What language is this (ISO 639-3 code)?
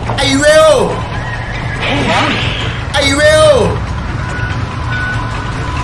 tha